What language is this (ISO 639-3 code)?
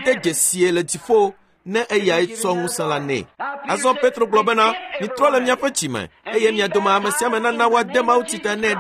ewe